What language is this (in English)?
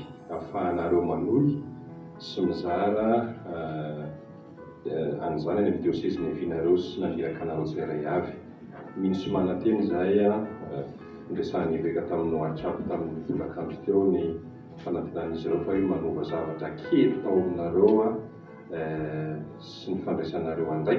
Malagasy